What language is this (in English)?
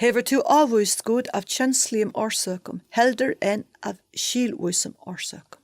Faroese